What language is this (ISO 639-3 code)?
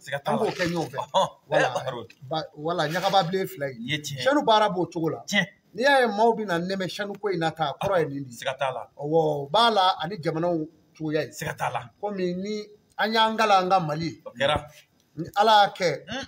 bam